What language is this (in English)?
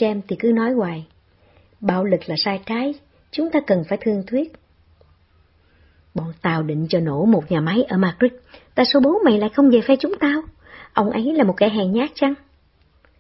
Vietnamese